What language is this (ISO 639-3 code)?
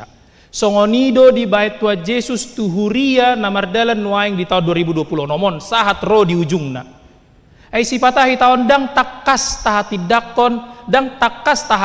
bbc